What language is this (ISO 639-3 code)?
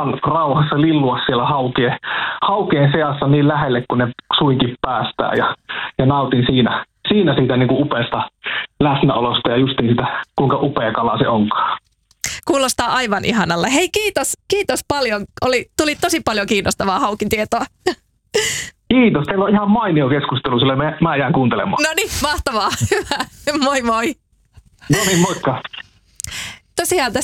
fin